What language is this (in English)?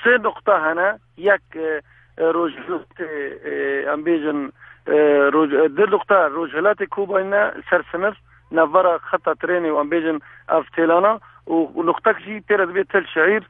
Kurdish